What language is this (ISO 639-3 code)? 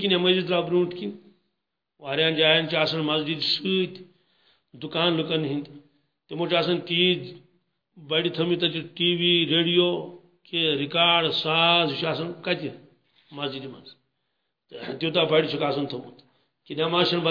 kas